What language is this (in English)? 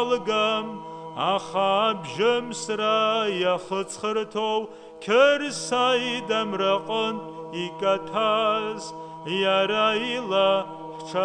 Abkhazian